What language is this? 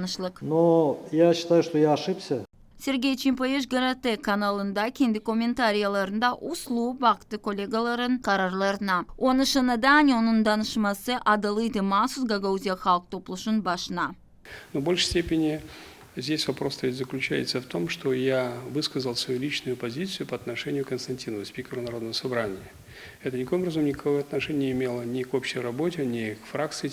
Gagauz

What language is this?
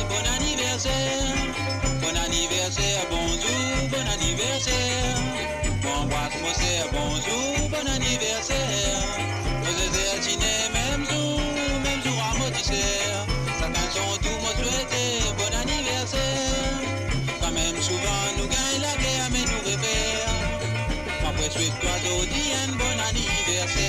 Morisyen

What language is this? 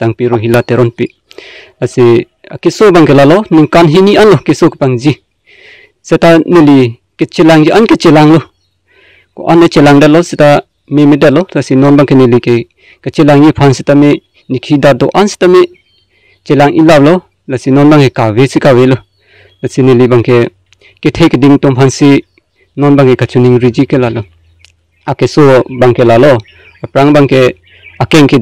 Karbi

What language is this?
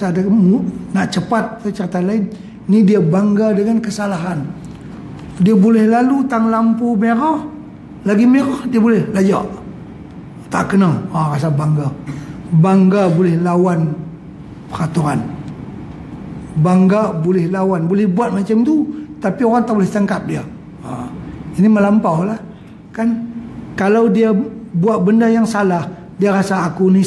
Malay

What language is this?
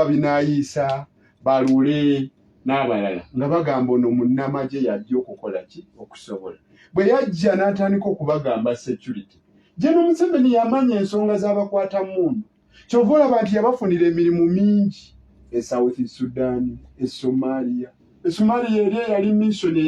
Ganda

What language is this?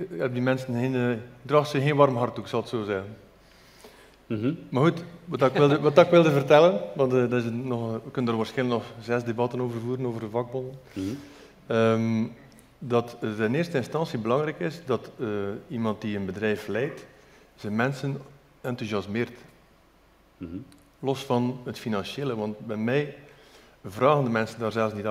Dutch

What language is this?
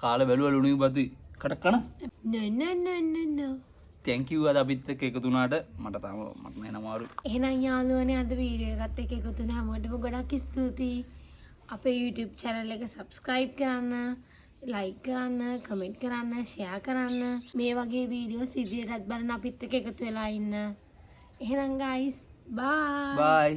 Sinhala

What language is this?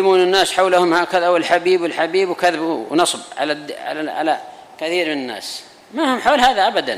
Arabic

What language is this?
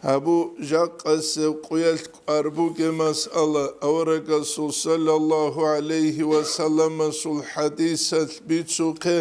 Avaric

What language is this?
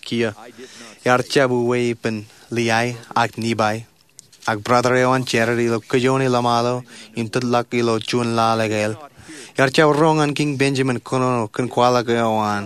Marshallese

